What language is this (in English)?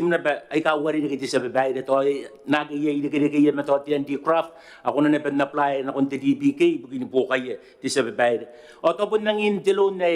Gilbertese